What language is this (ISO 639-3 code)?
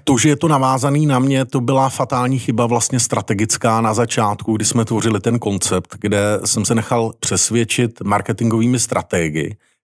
ces